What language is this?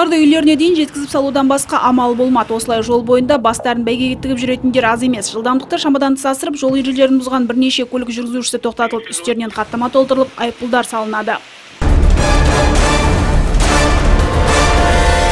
Kazakh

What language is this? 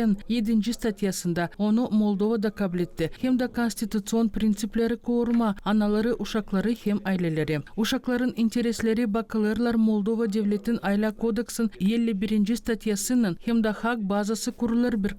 Gagauz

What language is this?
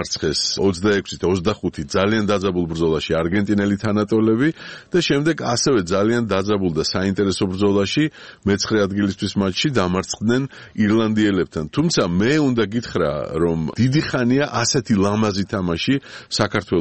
Georgian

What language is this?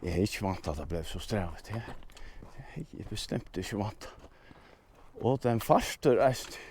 Faroese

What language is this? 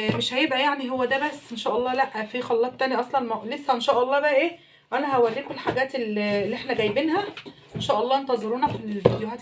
Egyptian Arabic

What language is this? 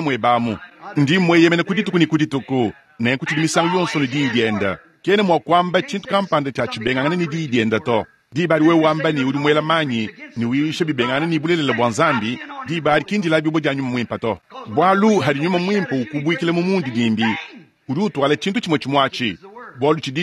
Luba-Lulua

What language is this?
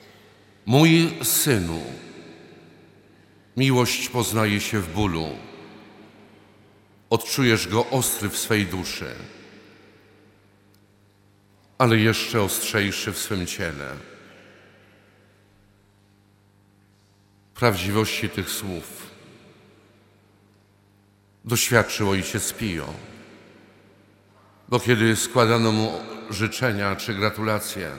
Polish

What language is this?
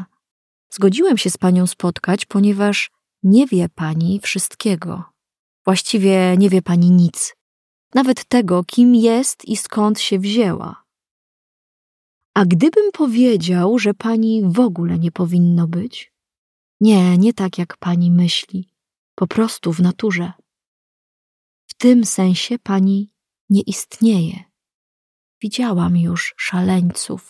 Polish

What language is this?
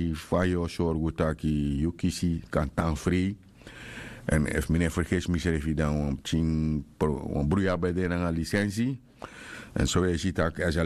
Sranan Tongo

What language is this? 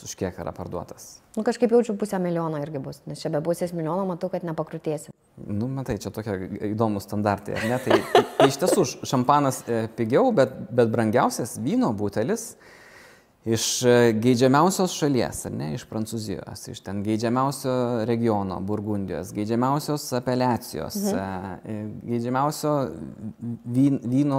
Lithuanian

